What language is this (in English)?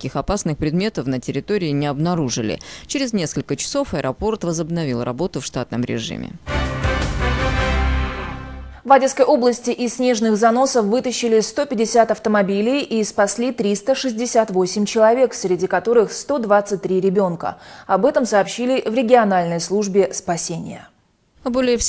Russian